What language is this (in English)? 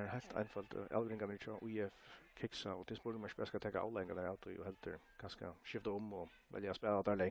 Faroese